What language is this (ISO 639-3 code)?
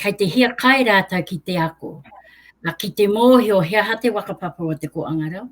mri